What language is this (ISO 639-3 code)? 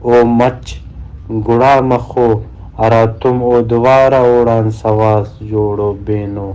brh